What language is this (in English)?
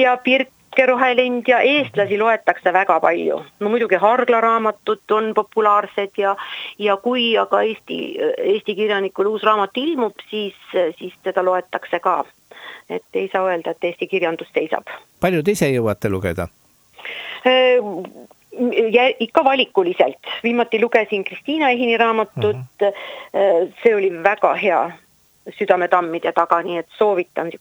Estonian